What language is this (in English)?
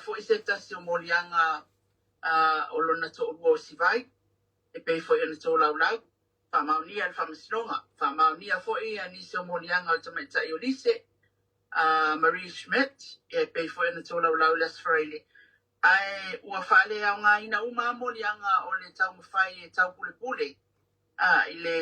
Samoan